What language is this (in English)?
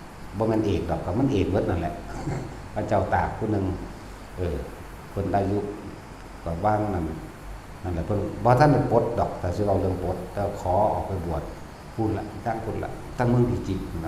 Northeastern Thai